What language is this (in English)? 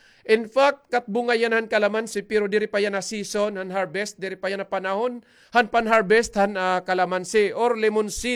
Waray